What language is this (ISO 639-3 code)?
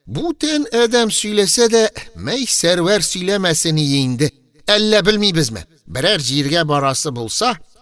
tat